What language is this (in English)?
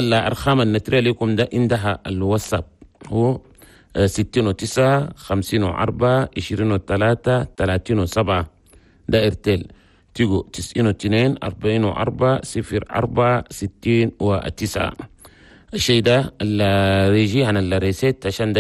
Chadian Arabic